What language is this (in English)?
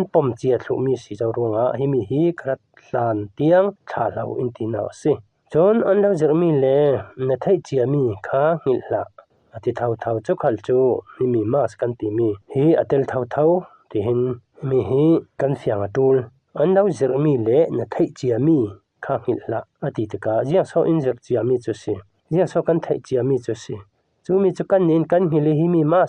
Falam Chin